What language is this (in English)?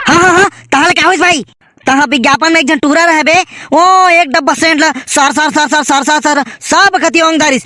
Chhattisgarhi